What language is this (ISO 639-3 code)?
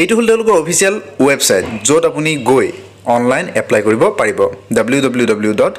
asm